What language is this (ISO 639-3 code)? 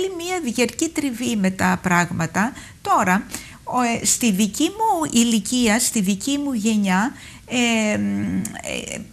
ell